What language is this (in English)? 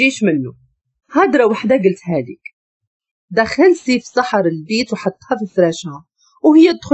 Moroccan Arabic